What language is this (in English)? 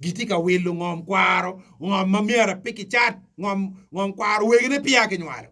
Acoli